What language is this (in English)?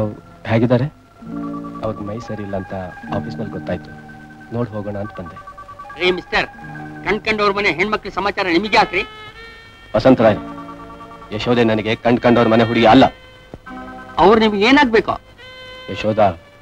Kannada